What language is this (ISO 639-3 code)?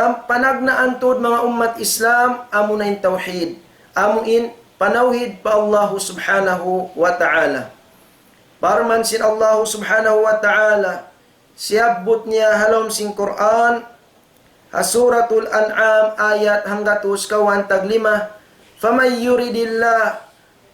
tsg